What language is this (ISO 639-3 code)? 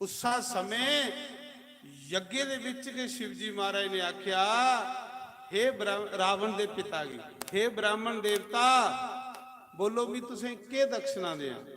doi